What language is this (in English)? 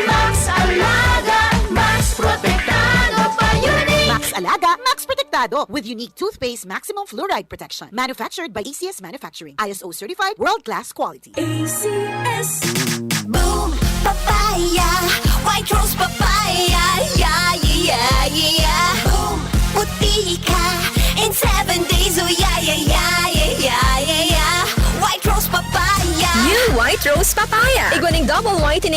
Bikol